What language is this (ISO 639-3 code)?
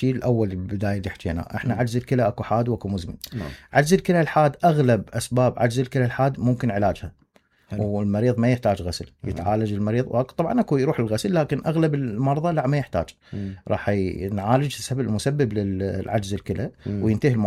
acm